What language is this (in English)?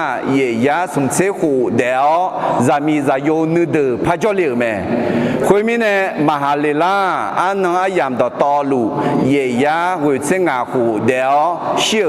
Akha